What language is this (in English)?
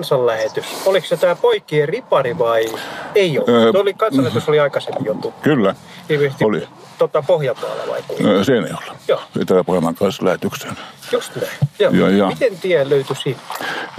Finnish